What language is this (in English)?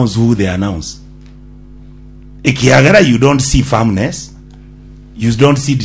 Gusii